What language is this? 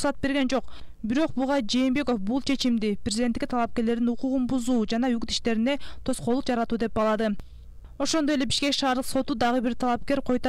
Kyrgyz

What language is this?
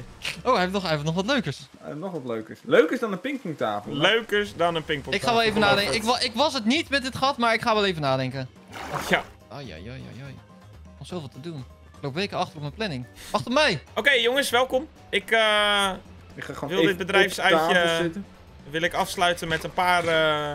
Dutch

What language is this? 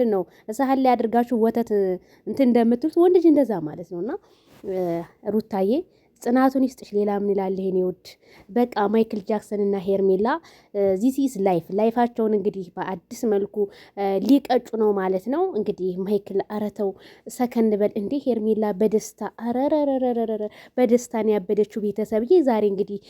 Amharic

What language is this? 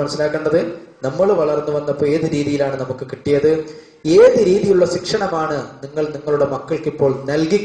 Malayalam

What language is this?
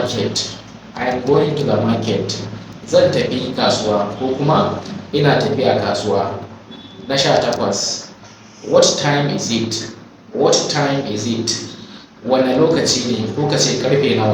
Hausa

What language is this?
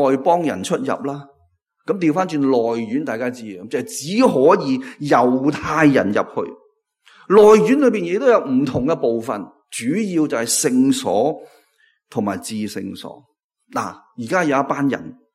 Cantonese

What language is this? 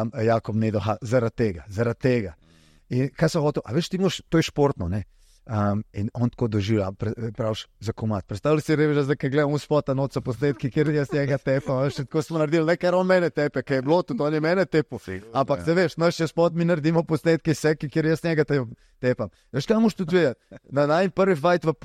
Slovenian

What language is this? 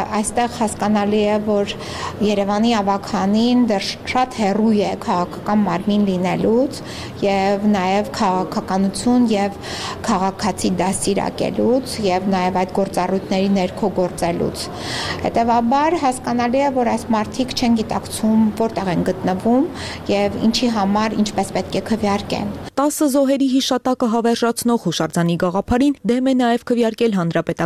Armenian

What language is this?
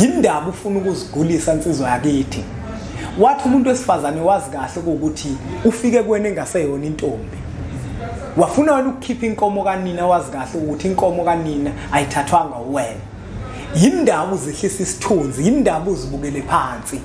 Zulu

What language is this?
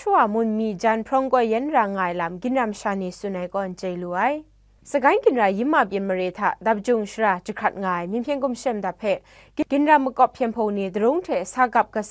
Kachin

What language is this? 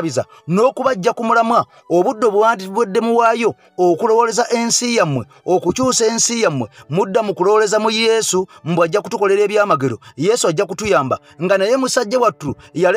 Ganda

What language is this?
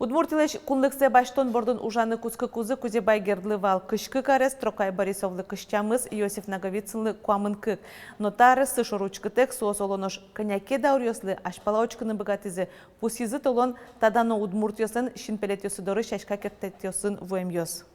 Udmurt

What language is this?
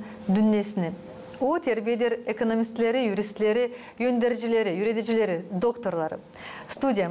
Gagauz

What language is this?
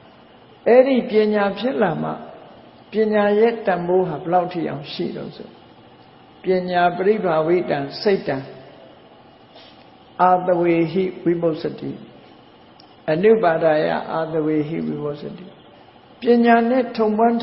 Burmese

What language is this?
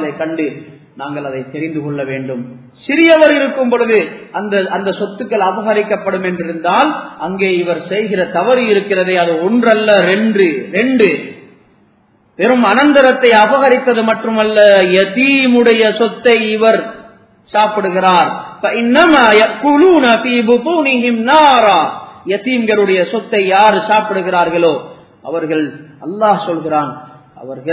Tamil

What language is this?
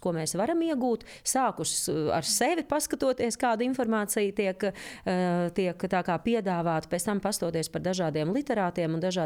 Latvian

